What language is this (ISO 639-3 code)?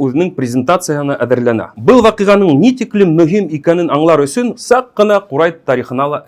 bak